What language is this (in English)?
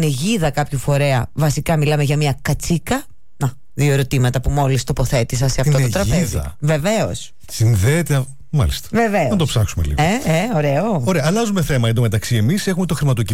Greek